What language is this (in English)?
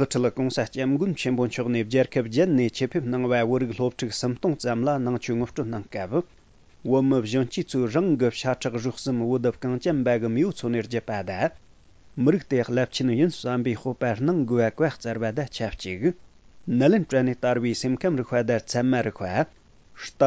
Tibetan